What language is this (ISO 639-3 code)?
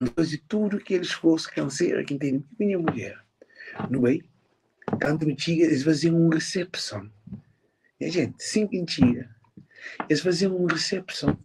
kea